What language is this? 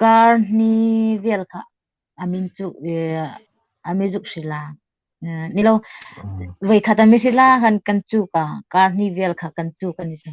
Hmar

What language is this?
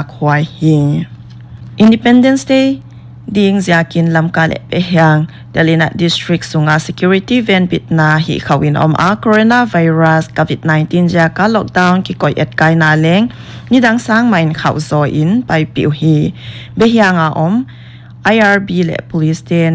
Paite Chin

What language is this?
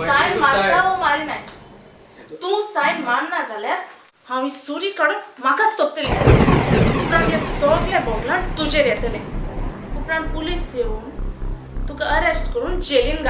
Konkani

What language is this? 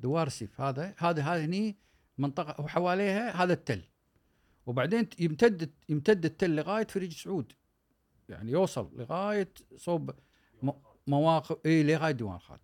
Gulf Arabic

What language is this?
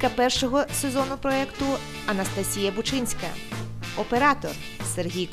Ukrainian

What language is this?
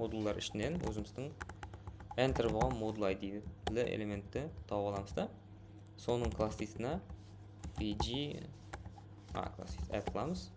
Kara-Kalpak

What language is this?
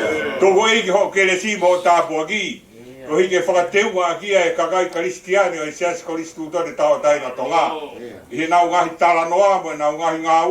Tongan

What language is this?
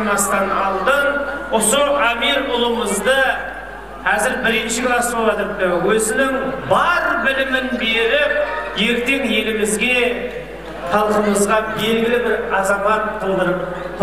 Kara-Kalpak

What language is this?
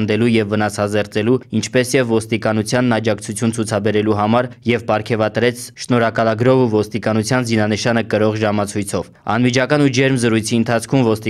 Armenian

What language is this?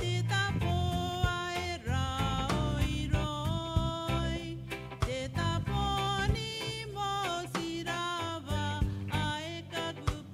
Gilbertese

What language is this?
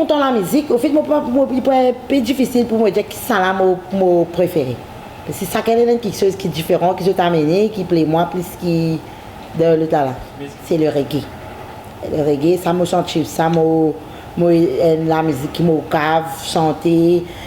Morisyen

